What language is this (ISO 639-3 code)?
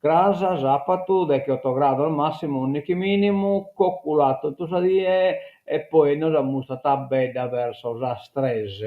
srd